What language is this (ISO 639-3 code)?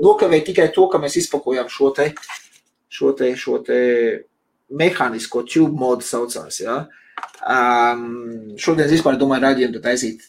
lav